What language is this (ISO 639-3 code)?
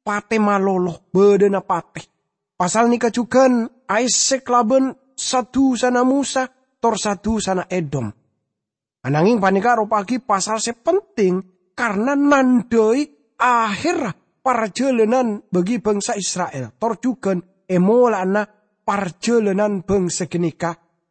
mad